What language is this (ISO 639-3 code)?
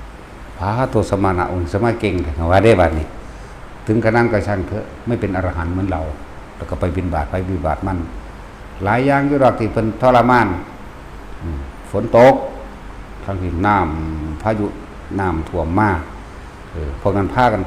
tts